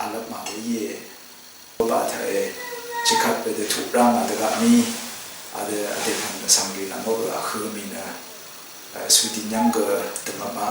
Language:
Rawang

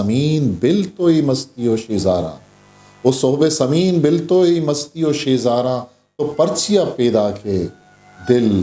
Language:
Eastern Balochi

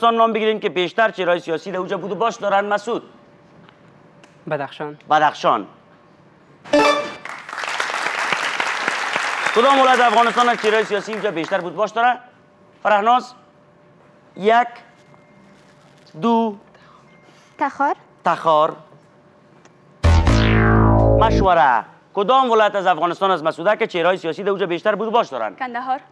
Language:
Persian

